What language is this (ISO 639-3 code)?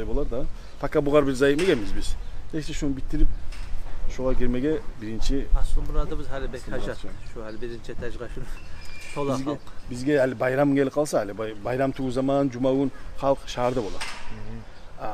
kum